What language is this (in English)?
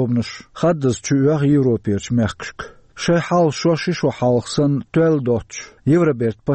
Chechen